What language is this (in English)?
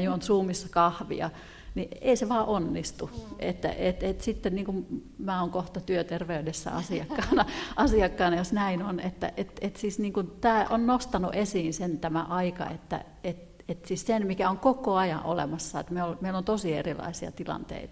Finnish